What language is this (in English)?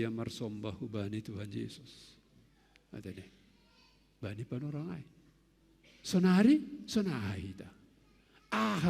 Batak Simalungun